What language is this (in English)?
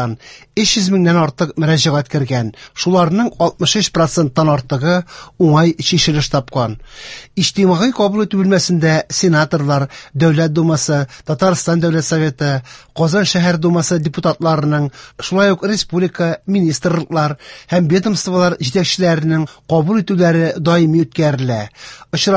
Tatar